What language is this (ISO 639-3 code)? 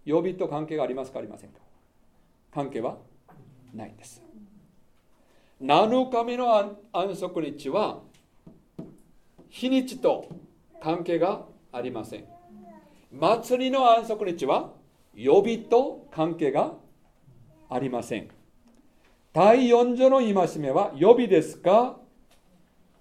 jpn